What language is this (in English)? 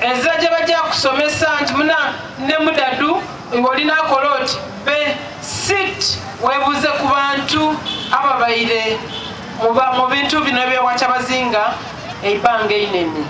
Soga